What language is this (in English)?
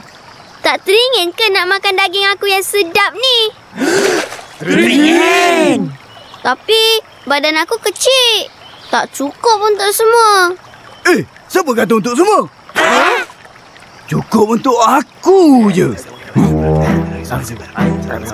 Malay